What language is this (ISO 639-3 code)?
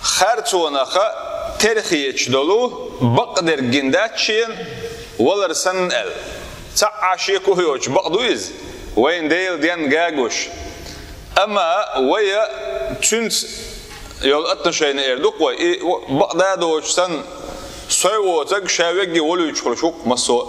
che